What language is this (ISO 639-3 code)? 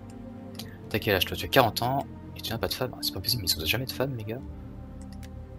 fra